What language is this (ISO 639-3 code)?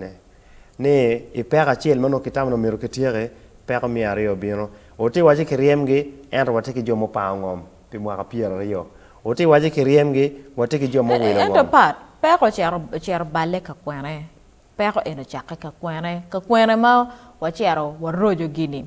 ach